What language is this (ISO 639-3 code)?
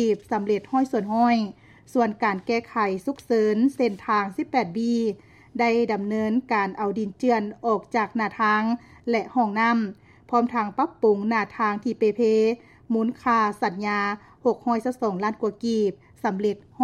lao